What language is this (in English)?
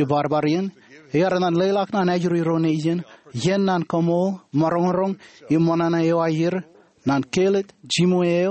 Marshallese